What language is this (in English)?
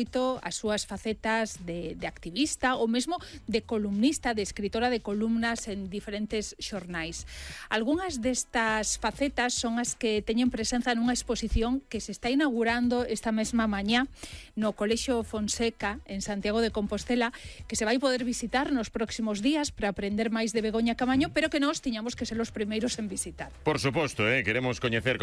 Galician